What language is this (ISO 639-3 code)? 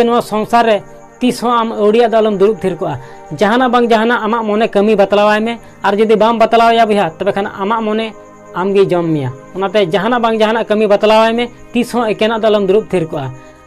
sat